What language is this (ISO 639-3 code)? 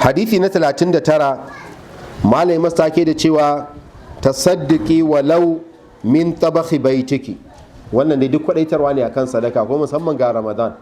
hau